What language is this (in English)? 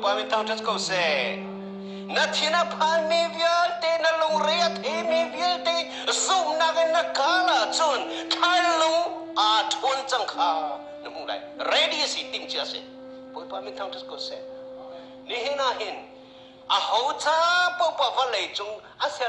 Hakha Chin